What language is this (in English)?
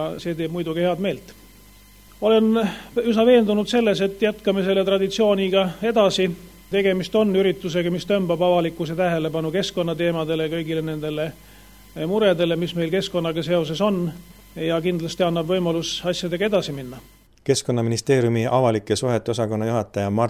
Estonian